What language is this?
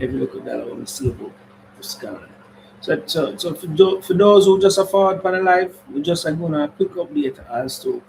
Jamaican Creole English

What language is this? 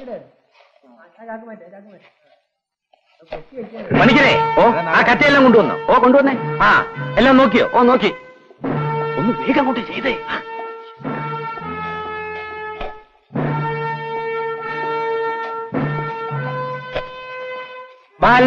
Malayalam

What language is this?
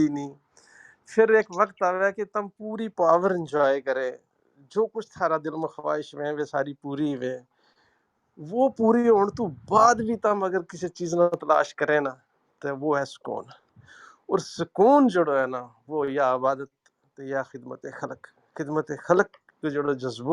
Gujari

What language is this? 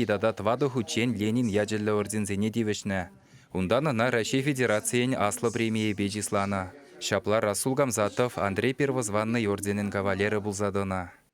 Chuvash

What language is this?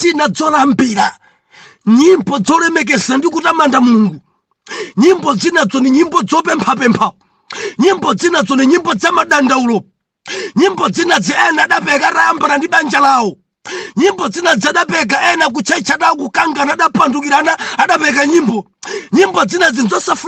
Nyanja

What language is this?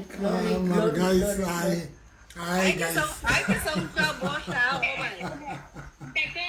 Southern Sotho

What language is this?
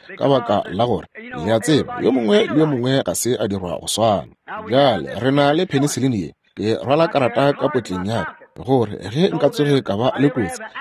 Northern Sotho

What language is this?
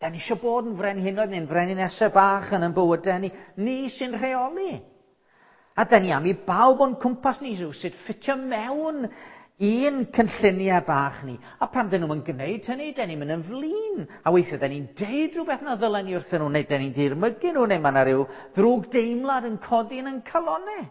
Welsh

